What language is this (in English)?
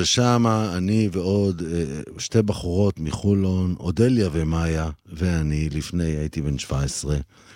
Hebrew